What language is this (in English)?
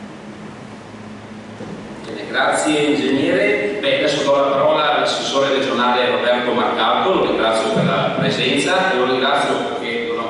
Italian